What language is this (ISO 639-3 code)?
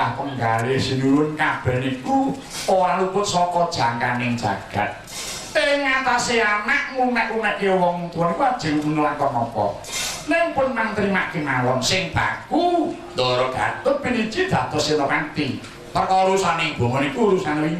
jav